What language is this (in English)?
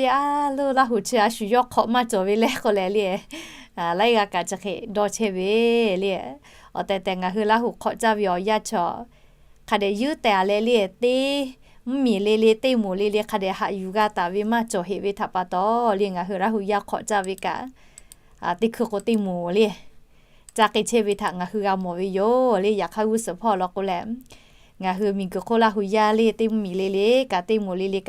Lahu